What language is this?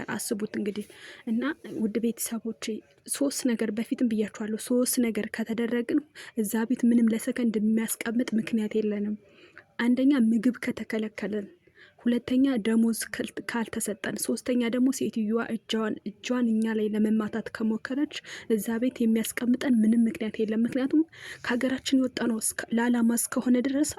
Amharic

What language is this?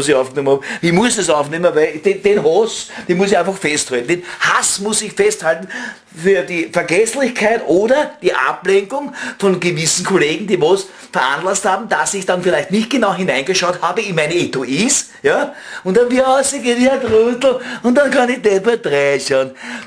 Bavarian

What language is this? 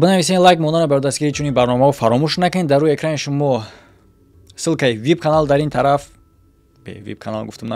Tajik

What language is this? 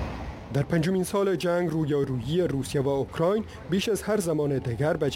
Persian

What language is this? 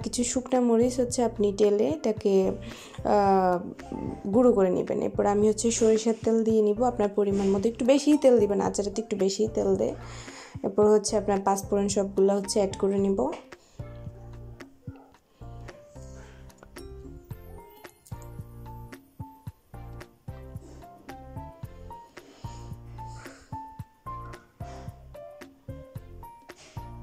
Bangla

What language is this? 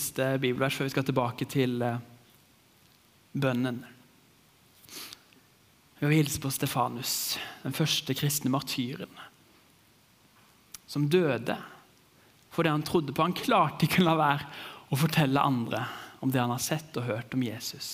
Norwegian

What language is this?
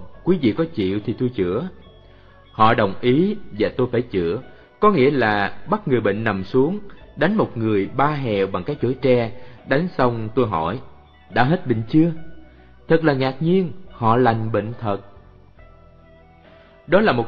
Vietnamese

